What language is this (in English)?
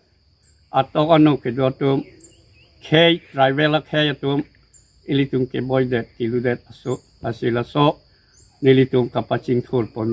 Karbi